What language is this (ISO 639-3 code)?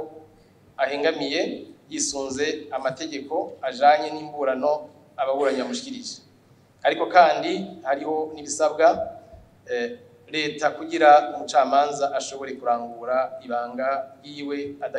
run